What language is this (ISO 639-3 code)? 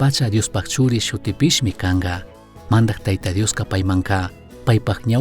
qug